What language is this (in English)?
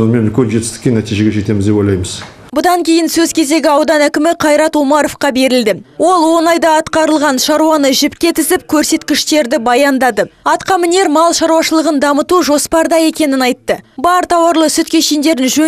Kazakh